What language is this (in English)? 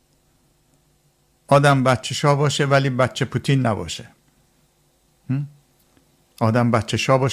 Persian